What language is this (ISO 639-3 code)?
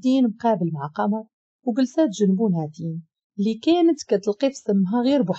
ary